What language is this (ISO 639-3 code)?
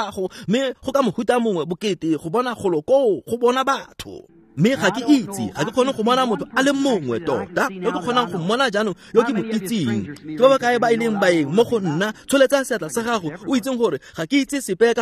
tsn